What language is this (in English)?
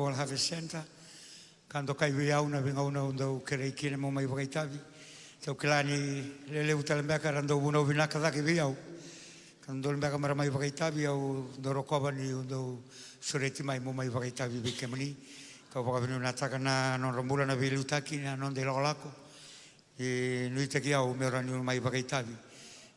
Fijian